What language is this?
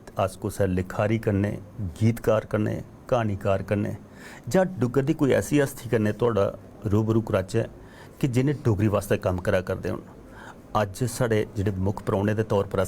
Dogri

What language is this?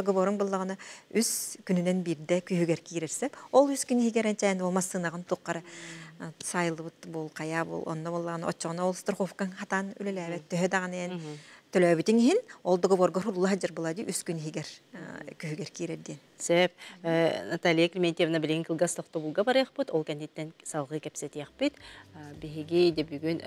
Yakut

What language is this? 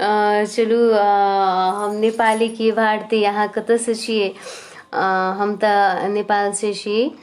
Maithili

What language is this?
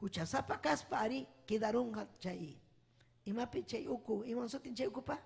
Ayacucho Quechua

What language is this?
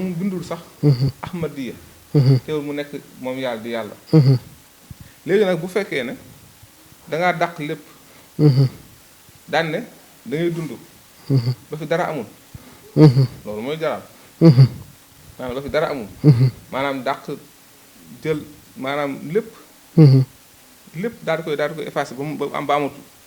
Wolof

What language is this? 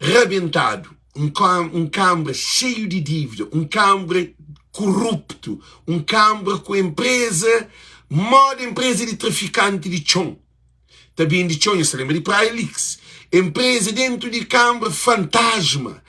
Kabuverdianu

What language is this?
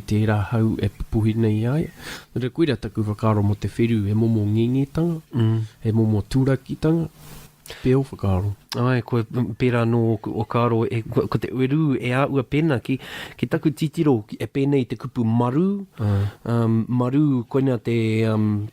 Māori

